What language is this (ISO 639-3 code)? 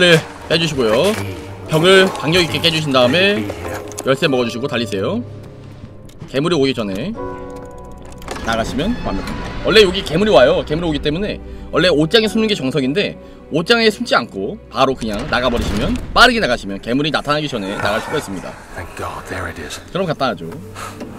kor